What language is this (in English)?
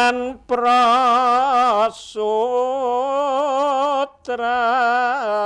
Javanese